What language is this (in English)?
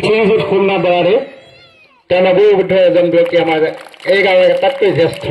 Assamese